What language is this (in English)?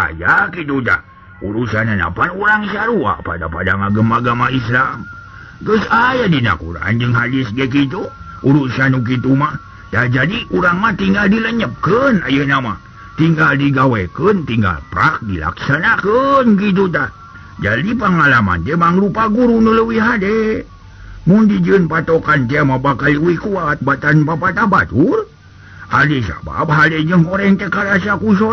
Sundanese